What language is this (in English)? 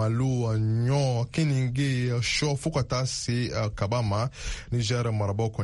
Bambara